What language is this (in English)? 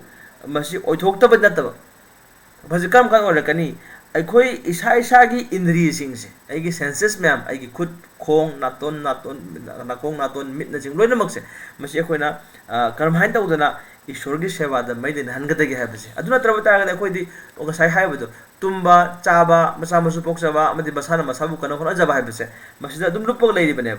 Manipuri